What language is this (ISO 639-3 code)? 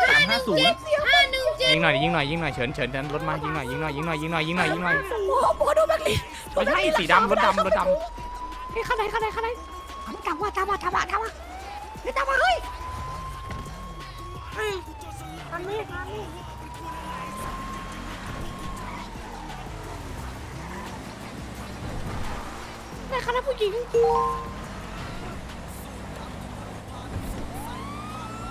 tha